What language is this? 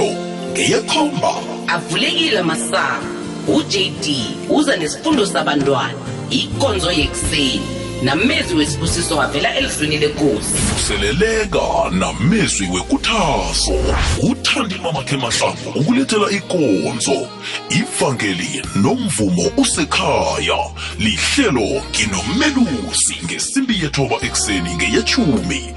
South Ndebele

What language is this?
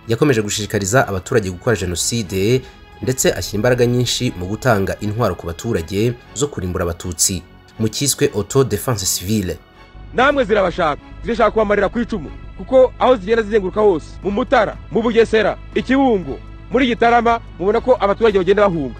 Kinyarwanda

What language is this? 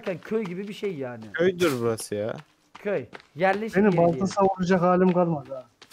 Turkish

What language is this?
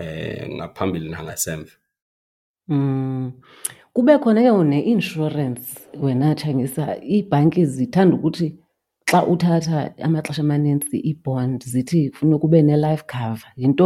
Xhosa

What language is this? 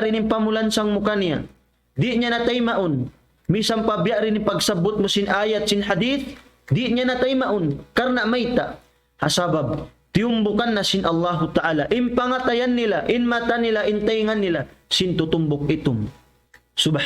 Tausug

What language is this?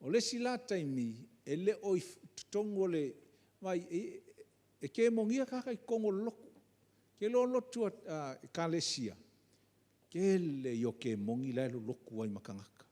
Samoan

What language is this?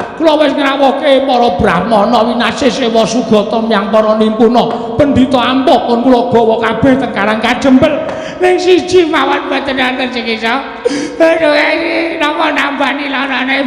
Javanese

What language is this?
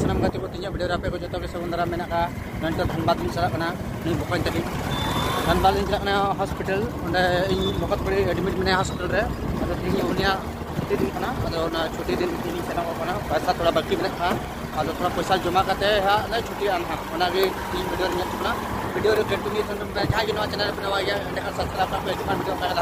Santali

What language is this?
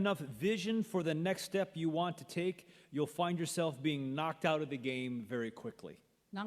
Kachin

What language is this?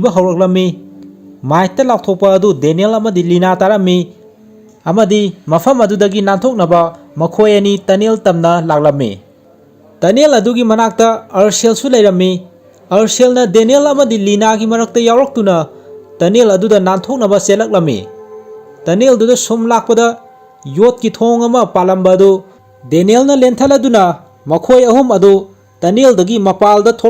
Manipuri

